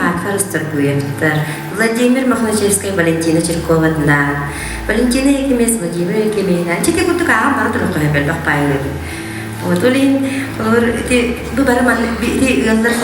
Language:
Yakut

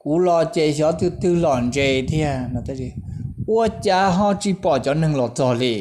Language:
Hmong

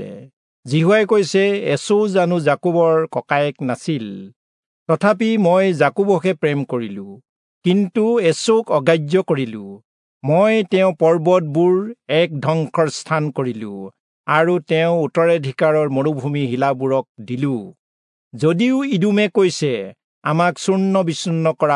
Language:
Assamese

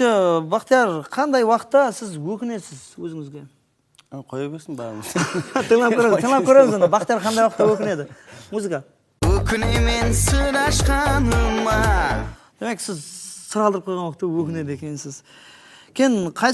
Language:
Kara-Kalpak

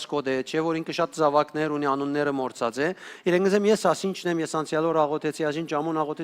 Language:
Western Armenian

